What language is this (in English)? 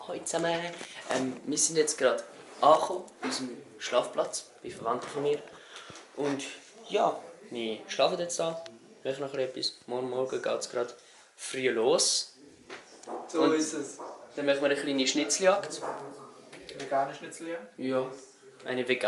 Swiss German